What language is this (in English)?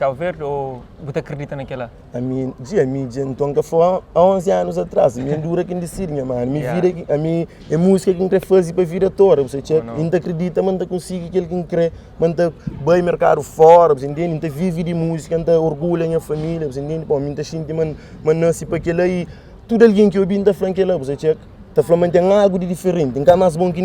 Kabuverdianu